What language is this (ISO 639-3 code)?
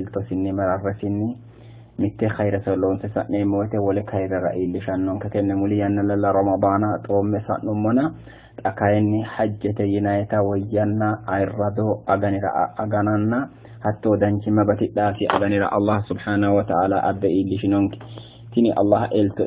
sid